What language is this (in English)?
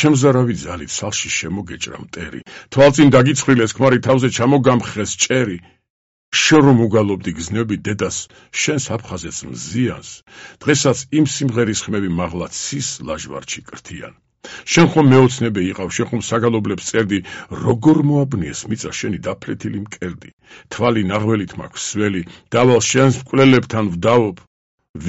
Georgian